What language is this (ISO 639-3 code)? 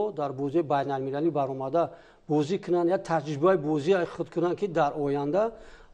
tgk